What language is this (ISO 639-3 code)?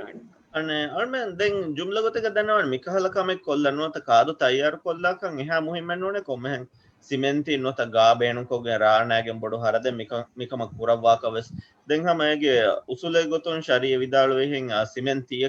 div